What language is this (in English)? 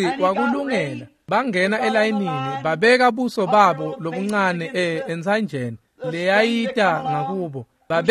Swati